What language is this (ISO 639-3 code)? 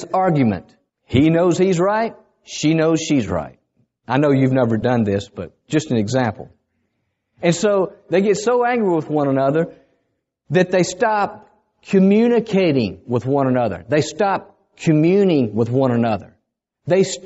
eng